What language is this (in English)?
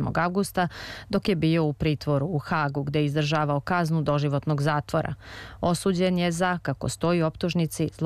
Serbian